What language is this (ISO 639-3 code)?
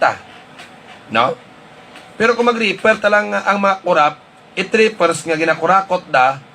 hil